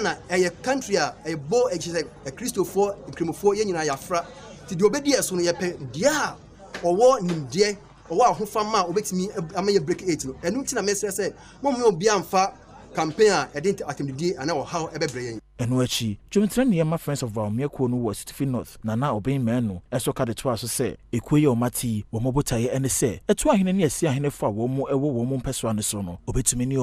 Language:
Akan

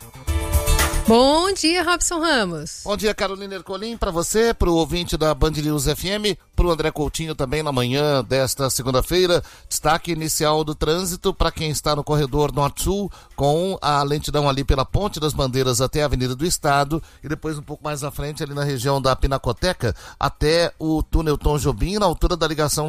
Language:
Portuguese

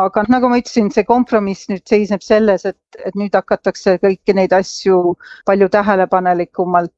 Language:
Estonian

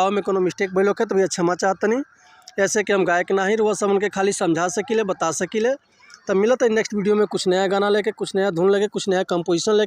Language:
Bhojpuri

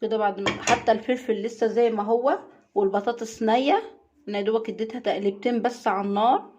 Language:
Egyptian Arabic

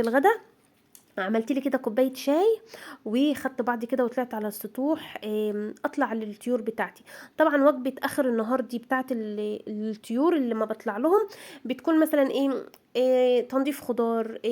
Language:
Egyptian Arabic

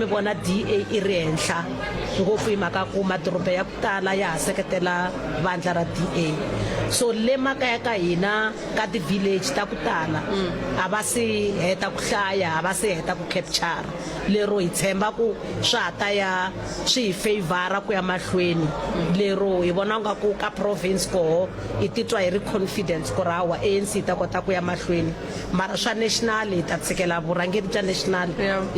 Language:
Tsonga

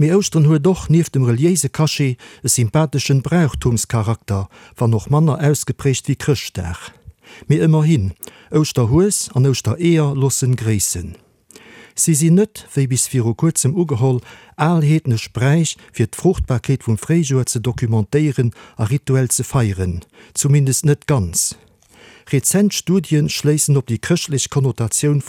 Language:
Luxembourgish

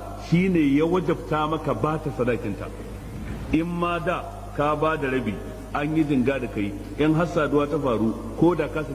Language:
Hausa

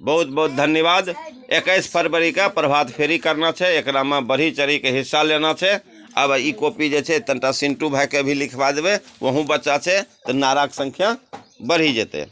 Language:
Angika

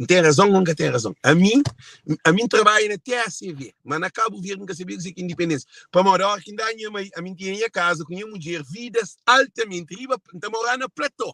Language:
Kabuverdianu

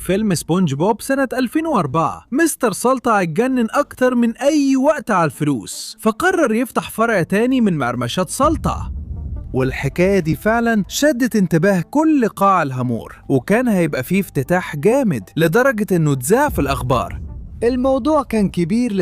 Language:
Egyptian Arabic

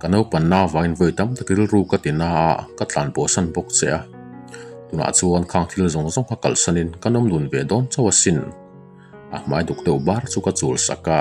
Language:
Mizo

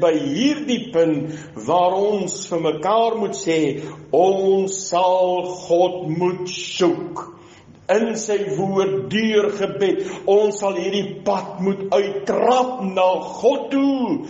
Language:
Afrikaans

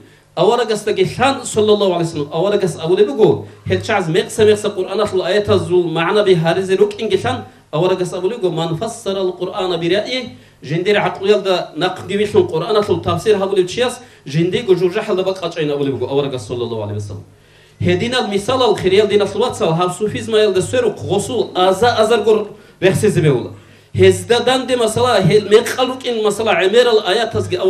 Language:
Avaric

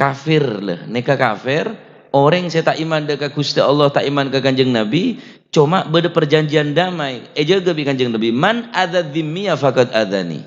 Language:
Madurese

